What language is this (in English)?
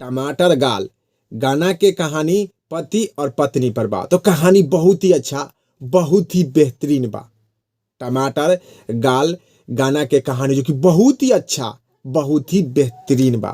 Bhojpuri